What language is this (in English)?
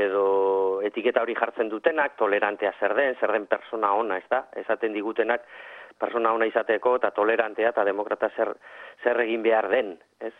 Basque